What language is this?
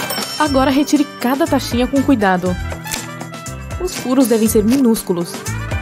Portuguese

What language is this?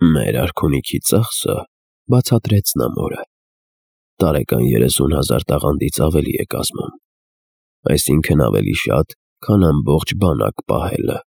Armenian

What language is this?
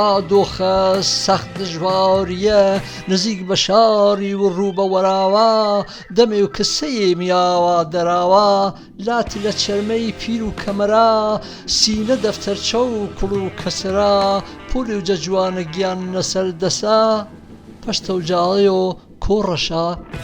Gurani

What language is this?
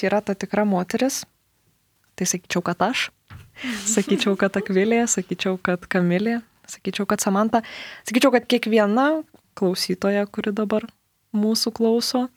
Lithuanian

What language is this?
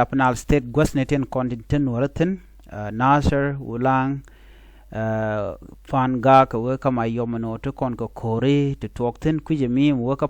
Nuer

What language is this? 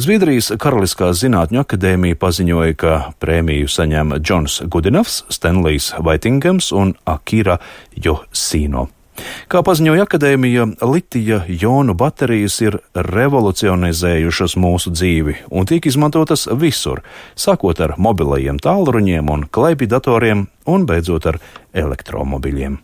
Latvian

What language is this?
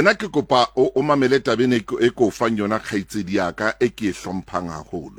Southern Sotho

